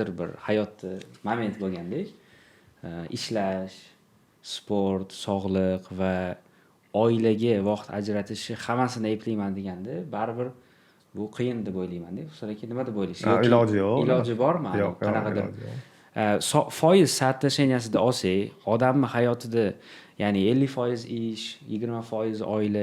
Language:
Uzbek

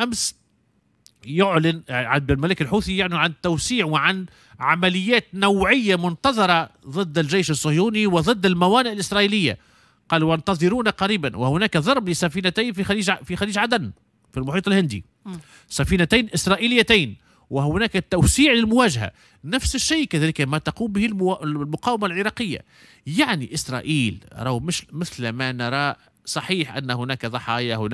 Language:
Tunisian Arabic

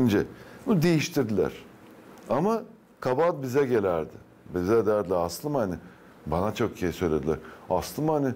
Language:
Gagauz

